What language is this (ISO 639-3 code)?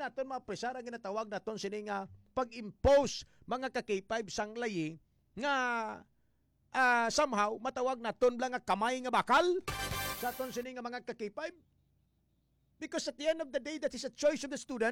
hil